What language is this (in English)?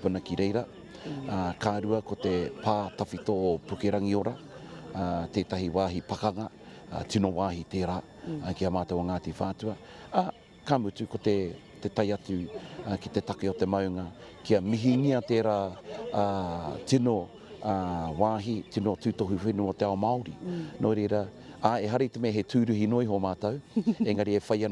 Māori